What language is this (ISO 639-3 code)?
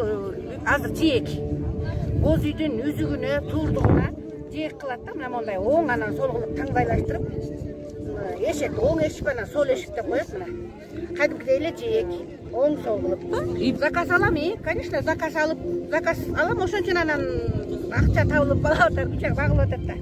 kir